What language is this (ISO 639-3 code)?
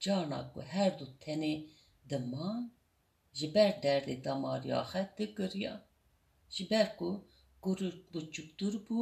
kur